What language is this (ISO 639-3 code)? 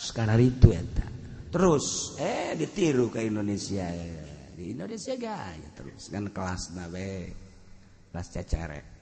sun